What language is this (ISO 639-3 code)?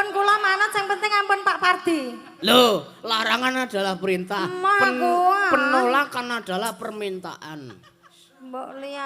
jav